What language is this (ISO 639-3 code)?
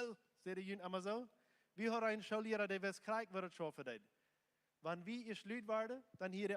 pdt